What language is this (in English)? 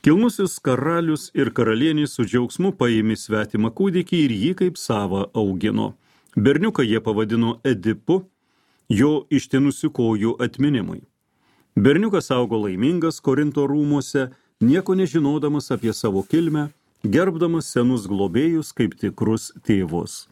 Lithuanian